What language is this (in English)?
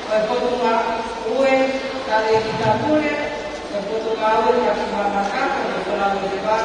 Tongan